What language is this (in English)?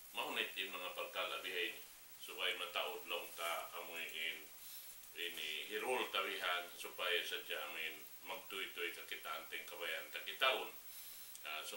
Tausug